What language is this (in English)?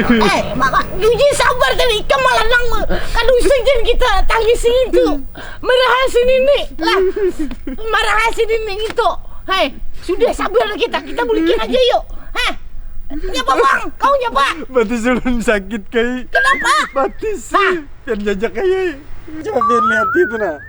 Banjar